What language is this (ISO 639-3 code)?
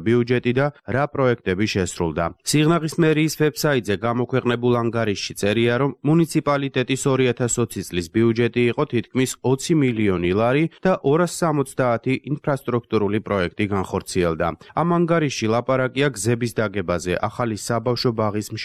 kat